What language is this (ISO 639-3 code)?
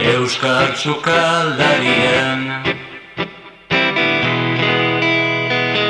eus